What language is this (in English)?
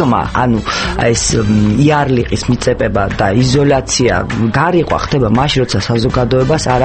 Georgian